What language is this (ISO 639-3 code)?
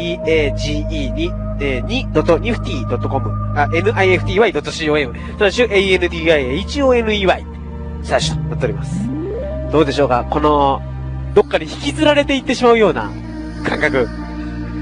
jpn